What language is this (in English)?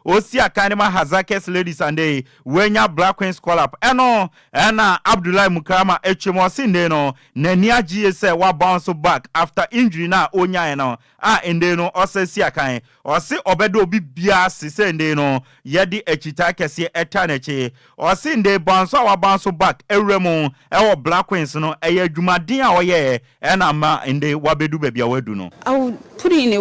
Akan